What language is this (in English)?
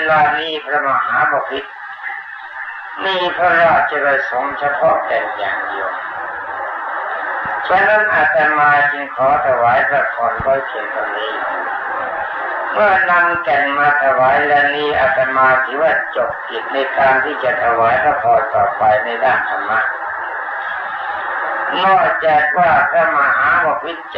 Thai